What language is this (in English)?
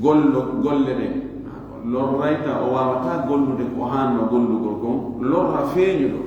Fula